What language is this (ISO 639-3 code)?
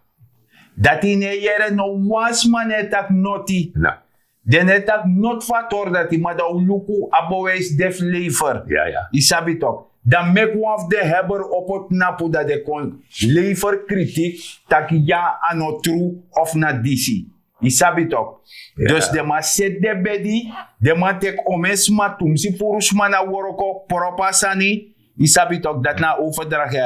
srn